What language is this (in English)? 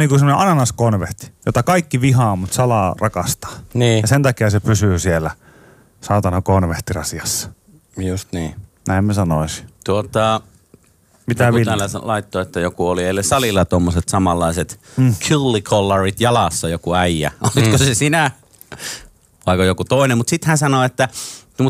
Finnish